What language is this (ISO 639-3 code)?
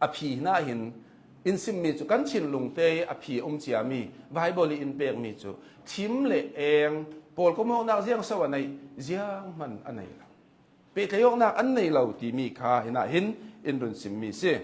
cnh